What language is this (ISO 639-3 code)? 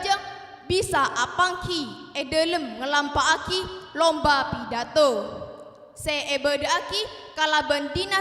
mad